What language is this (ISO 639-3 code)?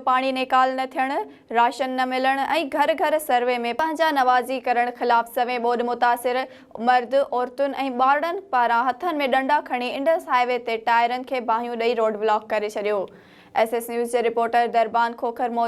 snd